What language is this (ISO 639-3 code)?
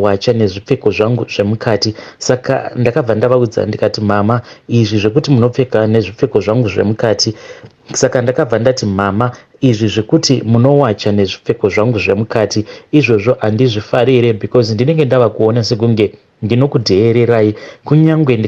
sna